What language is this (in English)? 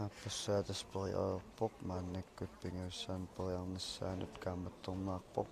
Kalaallisut